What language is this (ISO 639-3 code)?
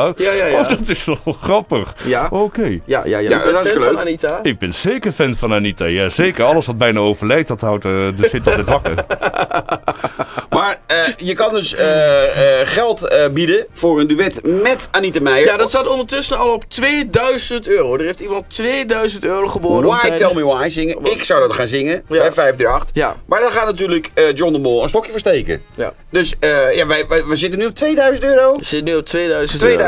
nld